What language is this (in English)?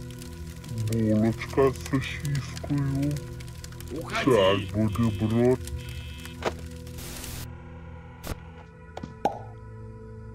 Russian